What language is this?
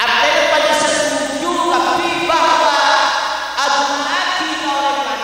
Madurese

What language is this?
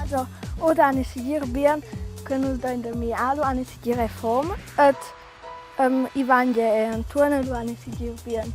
Romansh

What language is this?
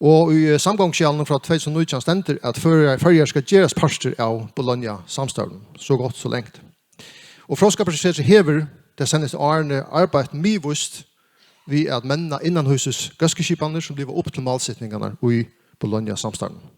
Faroese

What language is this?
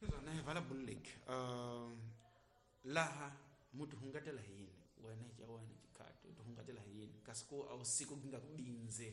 Tsonga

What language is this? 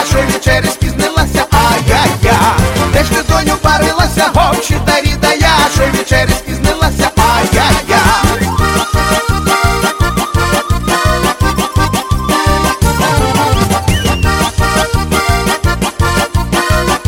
Ukrainian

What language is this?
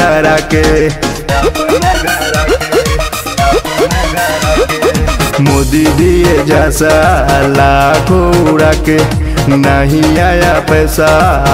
Bhojpuri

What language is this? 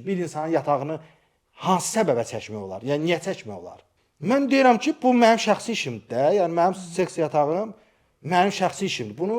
Azerbaijani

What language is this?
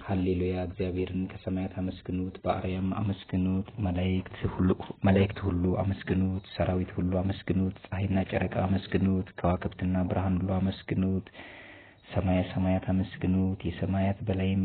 Amharic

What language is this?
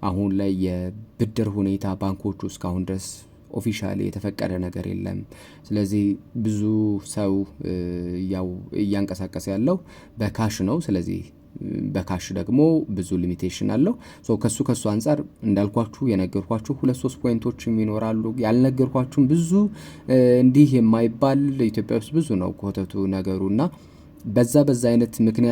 Amharic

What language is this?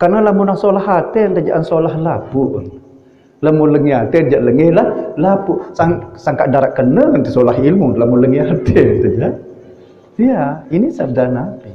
Sasak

